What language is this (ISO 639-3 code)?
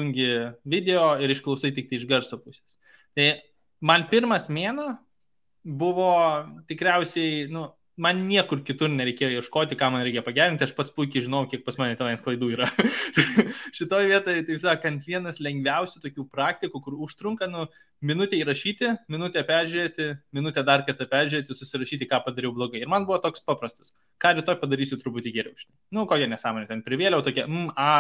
lit